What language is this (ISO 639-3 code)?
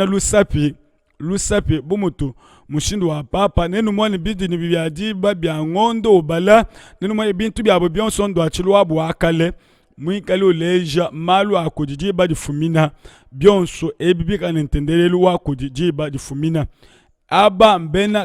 lua